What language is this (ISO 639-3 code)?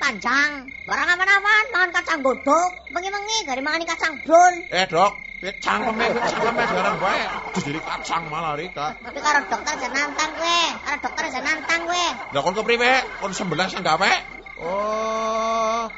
jav